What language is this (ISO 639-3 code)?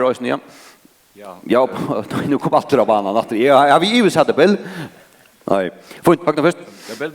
fao